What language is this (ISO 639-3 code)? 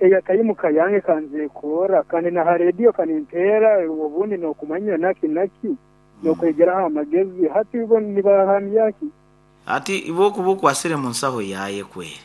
nyo